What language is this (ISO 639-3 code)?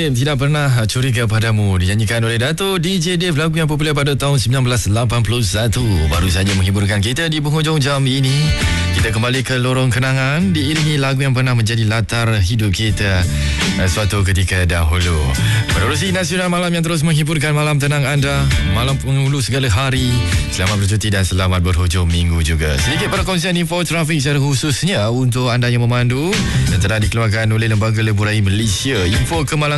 msa